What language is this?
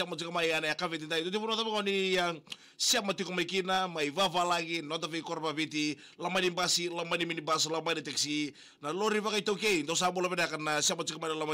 Fijian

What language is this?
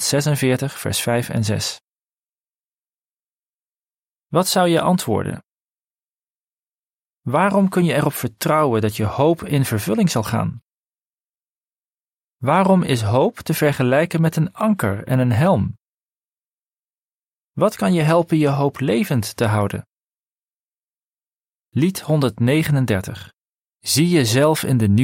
Dutch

